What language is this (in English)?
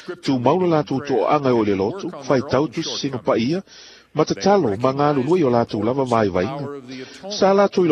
Samoan